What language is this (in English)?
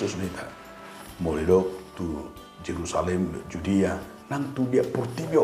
Batak Toba